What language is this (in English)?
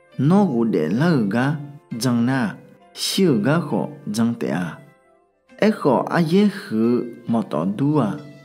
Akha